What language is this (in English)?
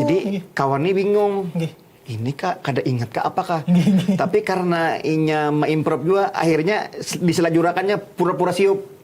Banjar